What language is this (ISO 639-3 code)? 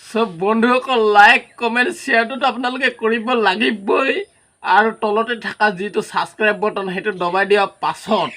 asm